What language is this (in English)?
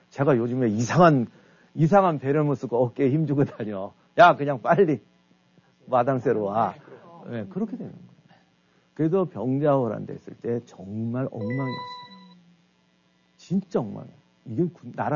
Korean